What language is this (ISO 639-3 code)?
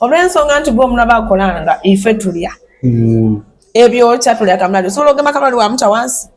xog